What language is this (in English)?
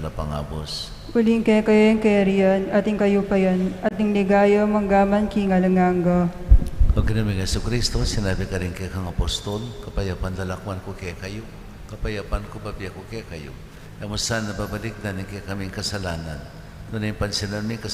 Pampanga